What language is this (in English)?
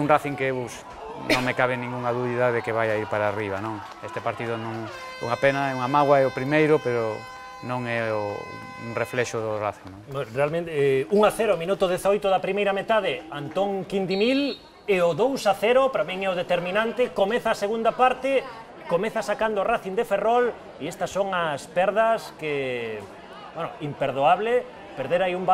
Galician